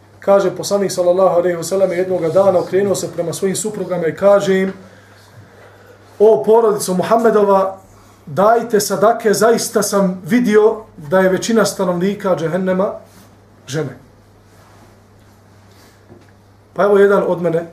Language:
Bosnian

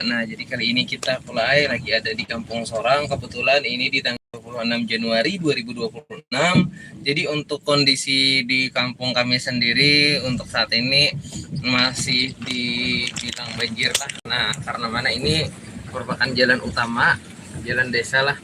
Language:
Banjar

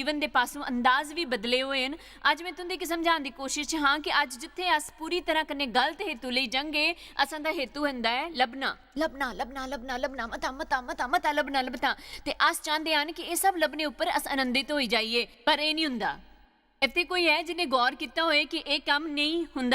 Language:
Dogri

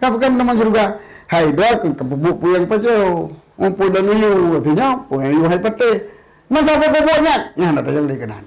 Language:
Achinese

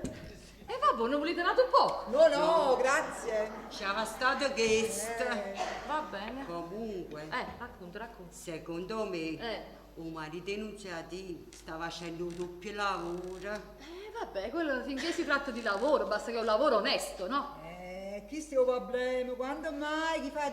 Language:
Neapolitan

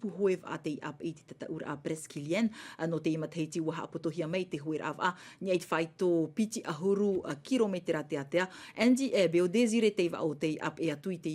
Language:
Tahitian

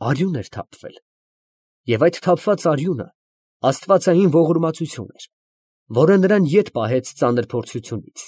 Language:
Armenian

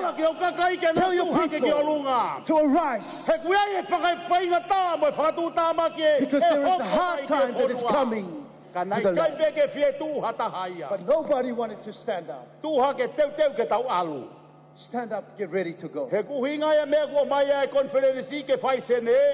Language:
Tongan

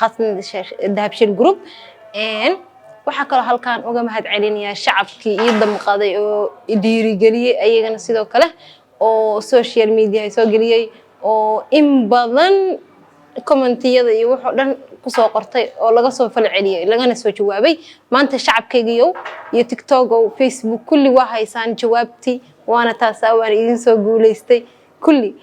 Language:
Somali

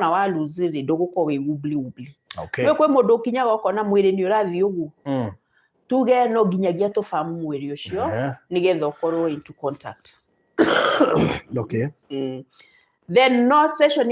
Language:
Kikuyu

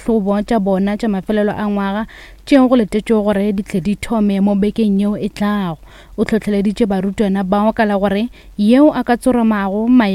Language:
Northern Sotho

